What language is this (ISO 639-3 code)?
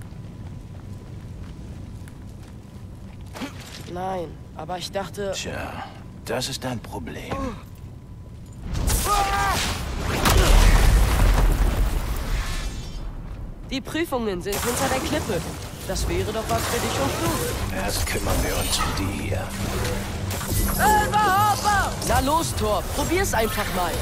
deu